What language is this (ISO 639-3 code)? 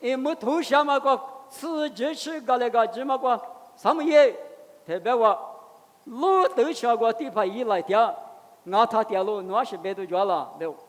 lis